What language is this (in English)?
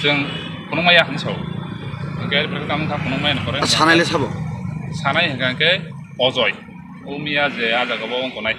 Riang (India)